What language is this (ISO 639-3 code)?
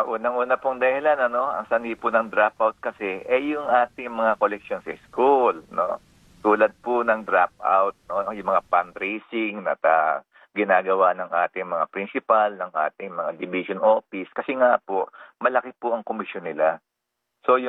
fil